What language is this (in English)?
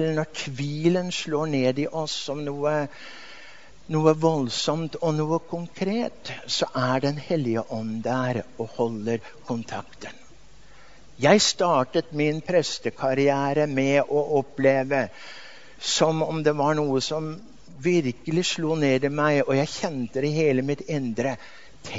Norwegian